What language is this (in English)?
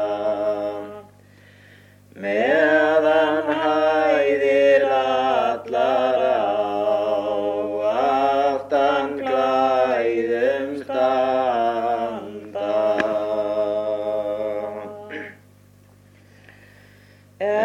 Icelandic